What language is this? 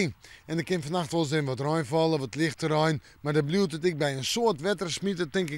Western Frisian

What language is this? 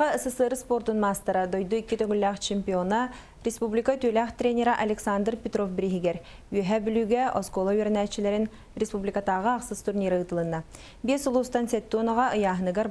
Yakut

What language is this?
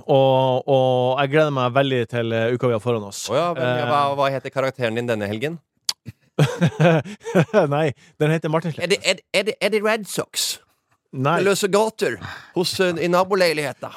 Norwegian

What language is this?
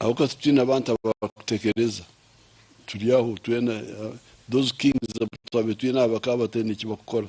Nyankole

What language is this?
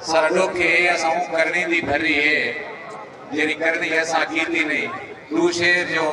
Saraiki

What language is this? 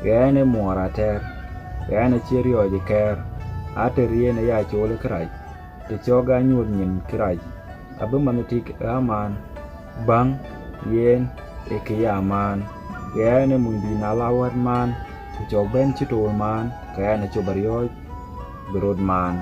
Dinka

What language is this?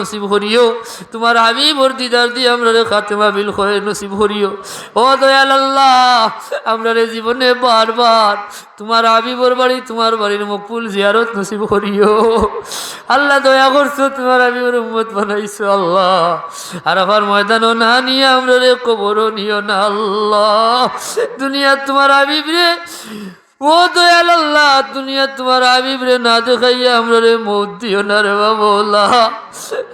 Sylheti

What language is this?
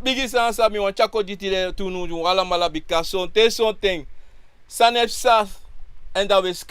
Sranan Tongo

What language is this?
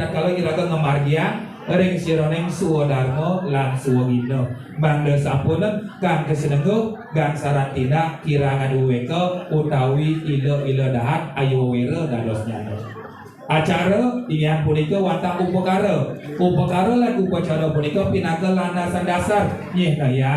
Balinese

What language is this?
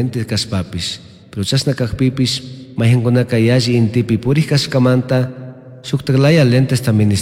Chimborazo Highland Quichua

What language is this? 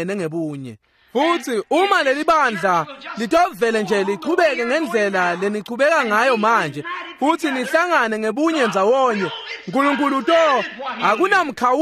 Swati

